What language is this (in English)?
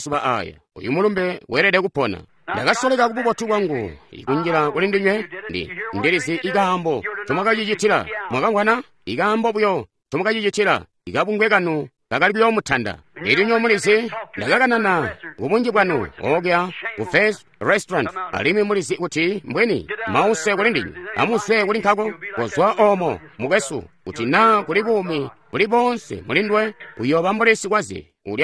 Tonga (Zambia)